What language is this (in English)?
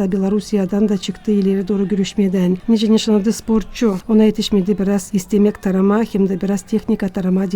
Gagauz